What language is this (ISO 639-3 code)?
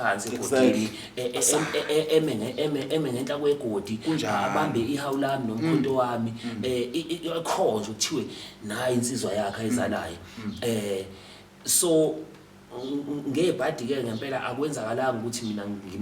zul